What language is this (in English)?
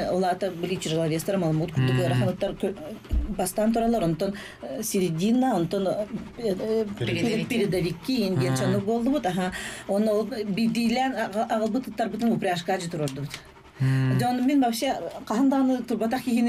Yakut